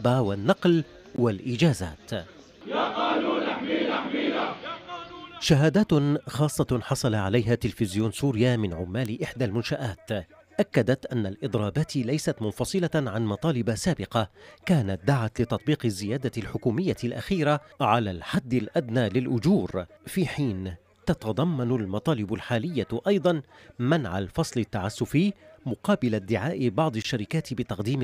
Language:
Arabic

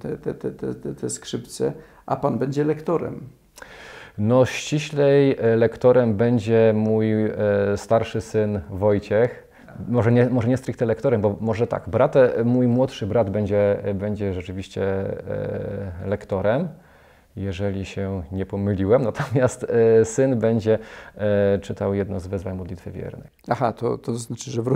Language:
Polish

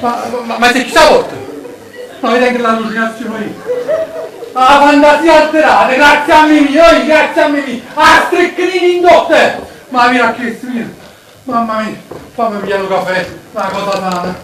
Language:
Neapolitan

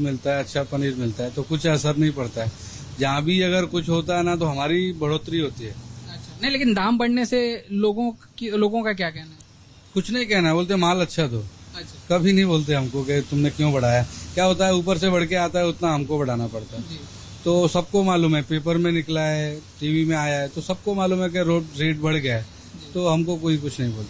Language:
Hindi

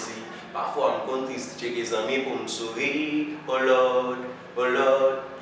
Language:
Haitian Creole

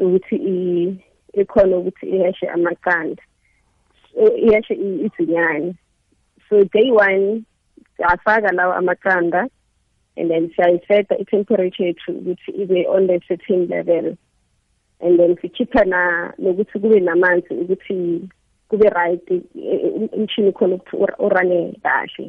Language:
South Ndebele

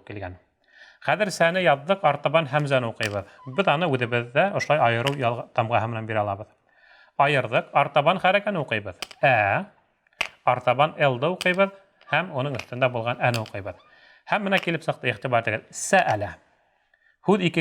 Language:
Bashkir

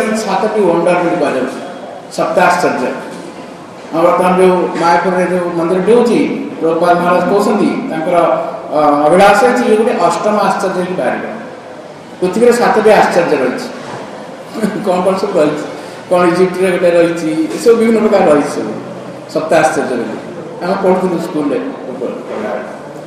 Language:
Odia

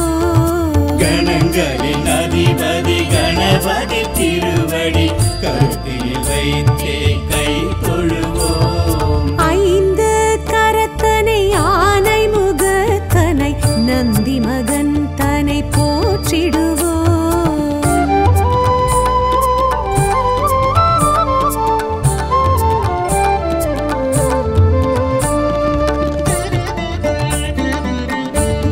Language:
Tamil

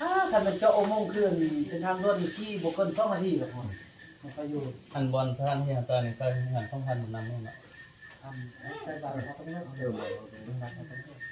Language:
Lao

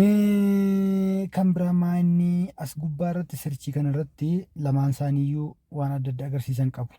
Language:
Oromo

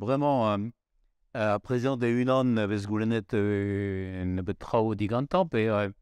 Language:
Breton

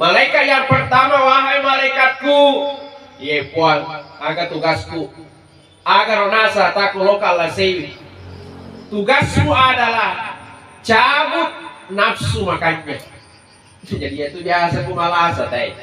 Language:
Buginese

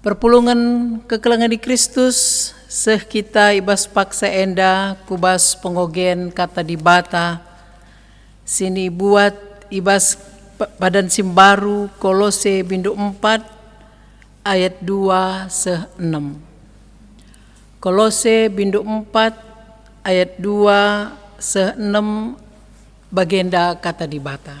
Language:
Batak Karo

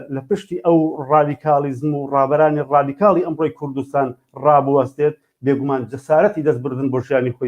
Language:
Central Kurdish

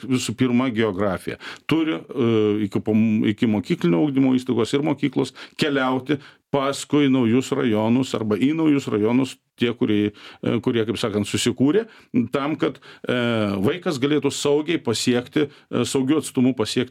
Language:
Lithuanian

